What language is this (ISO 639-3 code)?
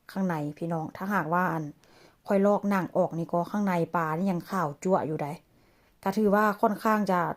tts